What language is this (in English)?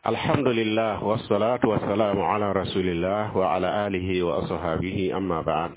Mossi